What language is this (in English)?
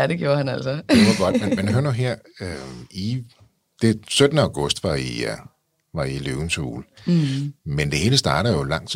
Danish